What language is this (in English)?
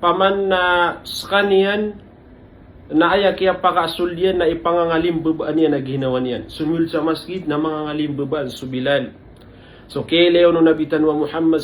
Maranao